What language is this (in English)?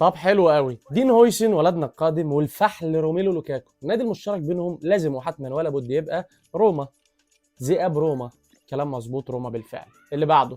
Egyptian Arabic